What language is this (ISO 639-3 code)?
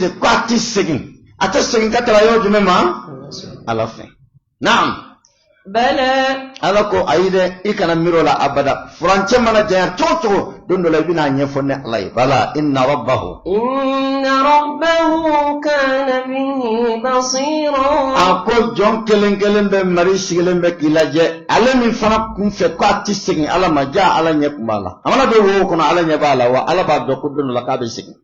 bam